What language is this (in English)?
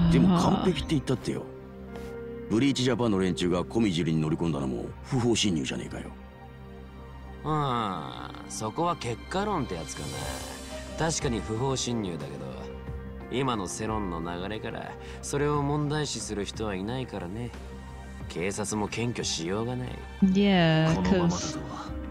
Japanese